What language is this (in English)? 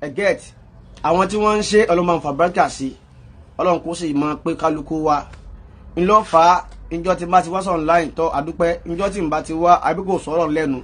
Yoruba